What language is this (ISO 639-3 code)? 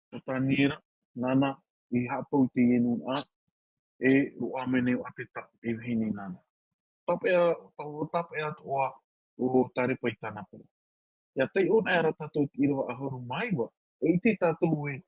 tah